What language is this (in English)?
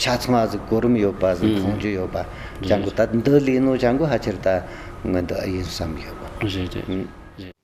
Tibetan